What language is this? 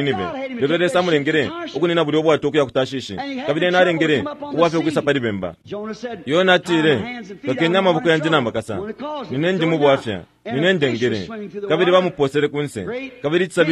Bemba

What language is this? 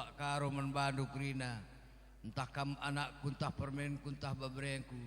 Batak Karo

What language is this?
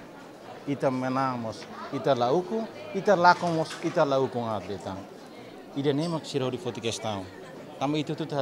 Tetum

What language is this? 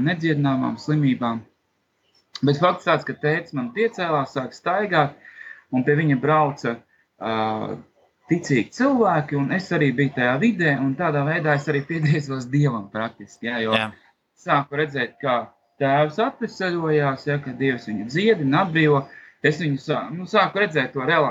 Latvian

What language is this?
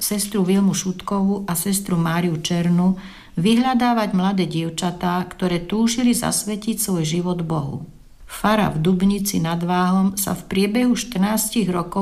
Slovak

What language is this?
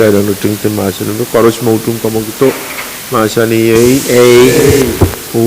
Pohnpeian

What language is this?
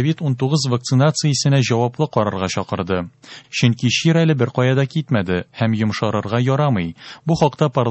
Tatar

